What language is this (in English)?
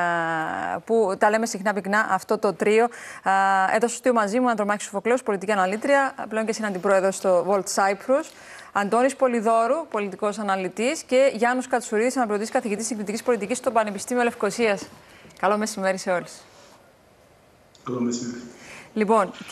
Greek